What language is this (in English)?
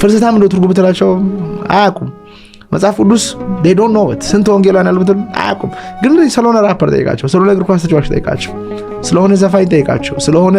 Amharic